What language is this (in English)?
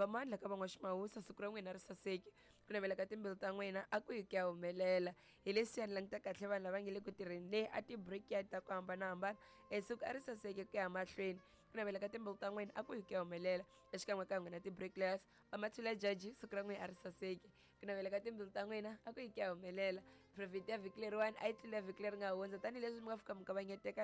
Tsonga